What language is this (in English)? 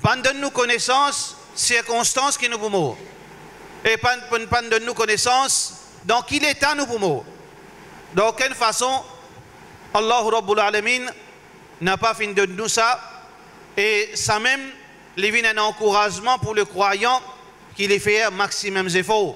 Morisyen